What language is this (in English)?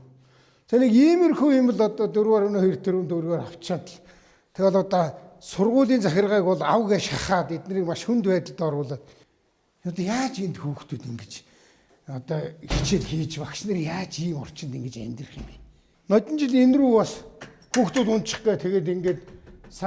Mongolian